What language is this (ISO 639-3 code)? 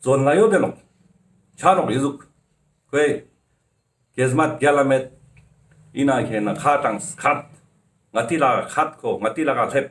lbj